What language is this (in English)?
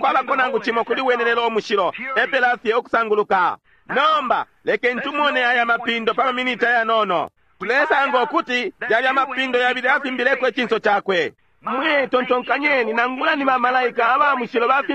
Bemba